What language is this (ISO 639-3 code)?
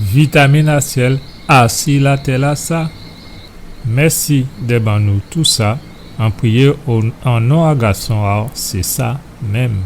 gcf